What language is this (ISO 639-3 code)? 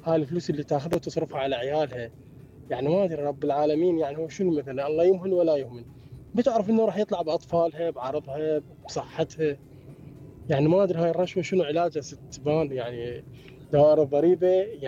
acm